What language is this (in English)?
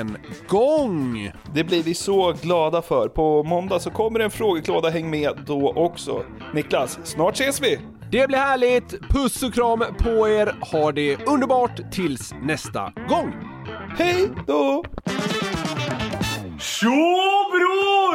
Swedish